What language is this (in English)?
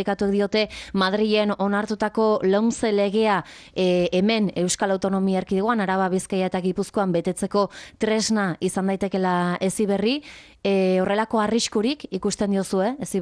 Basque